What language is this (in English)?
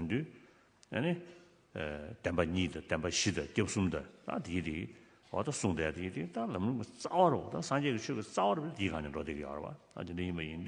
Tibetan